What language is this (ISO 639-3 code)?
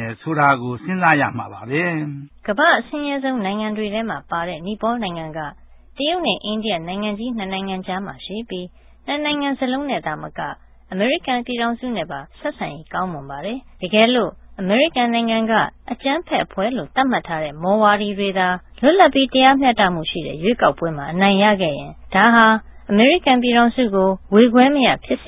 mya